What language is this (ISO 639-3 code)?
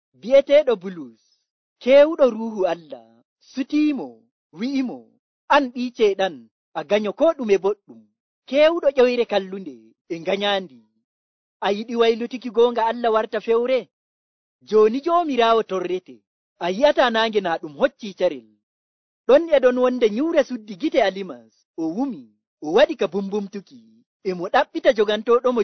fuv